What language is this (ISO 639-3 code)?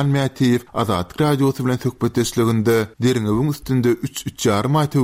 tuk